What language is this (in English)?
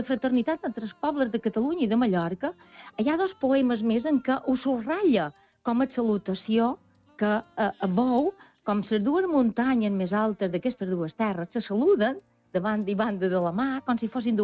Catalan